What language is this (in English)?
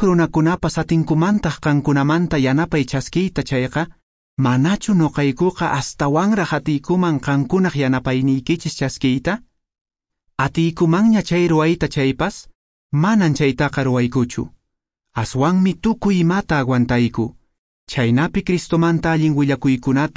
Quechua